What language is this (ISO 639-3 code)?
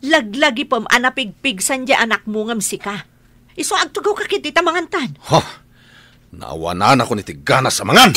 ilo